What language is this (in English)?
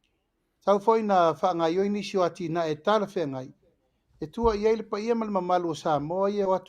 Samoan